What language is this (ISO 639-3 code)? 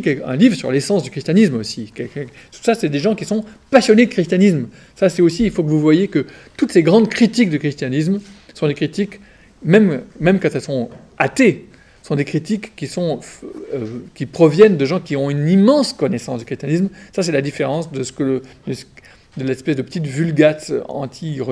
fra